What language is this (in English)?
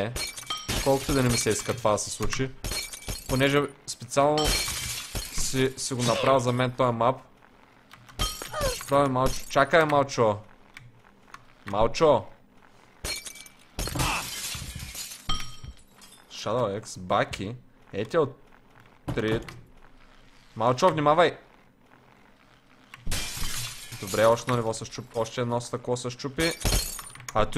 Bulgarian